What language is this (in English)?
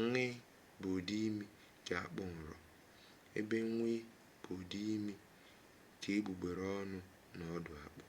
Igbo